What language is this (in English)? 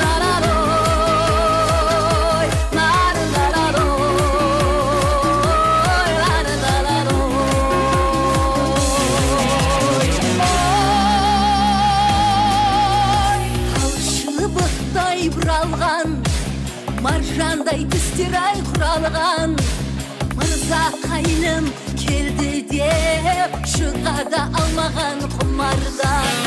Kazakh